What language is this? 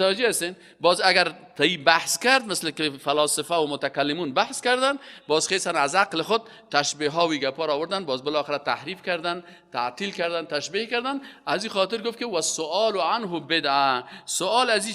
Persian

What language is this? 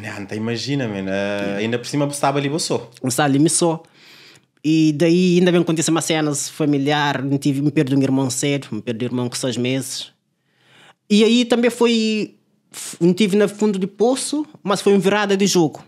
Kabuverdianu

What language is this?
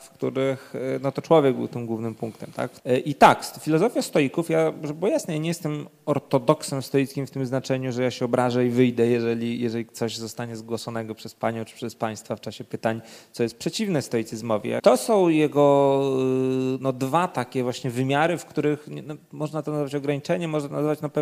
Polish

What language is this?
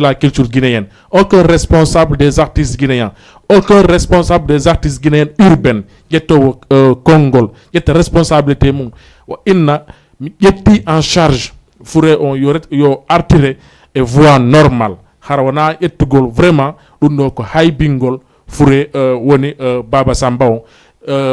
Fula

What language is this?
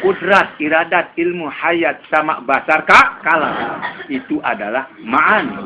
Sasak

